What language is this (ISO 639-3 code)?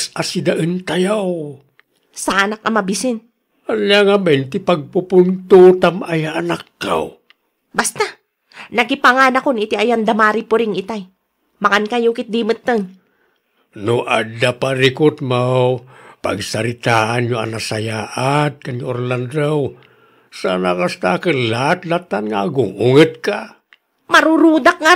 ilo